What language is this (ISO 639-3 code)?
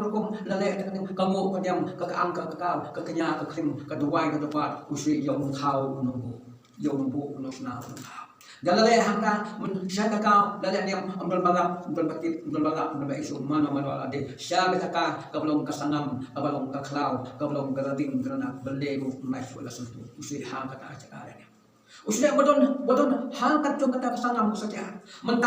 kha